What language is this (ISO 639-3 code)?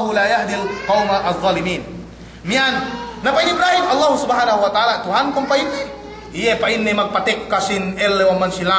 yka